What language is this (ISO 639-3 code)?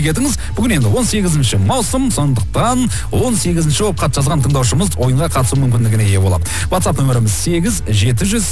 kaz